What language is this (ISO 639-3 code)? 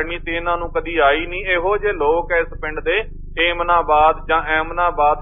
pan